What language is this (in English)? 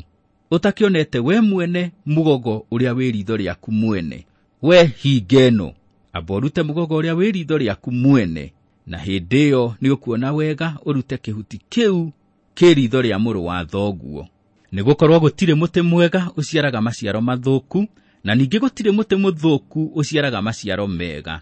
Kikuyu